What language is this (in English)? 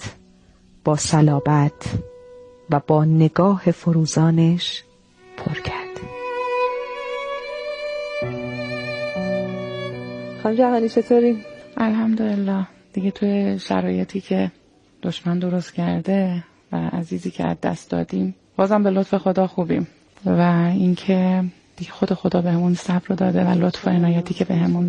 Persian